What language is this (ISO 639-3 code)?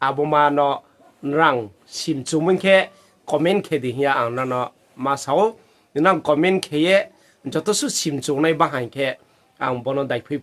ria